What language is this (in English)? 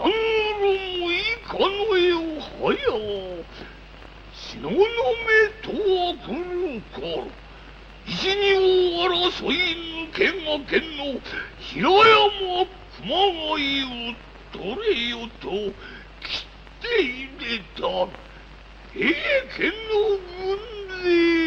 Japanese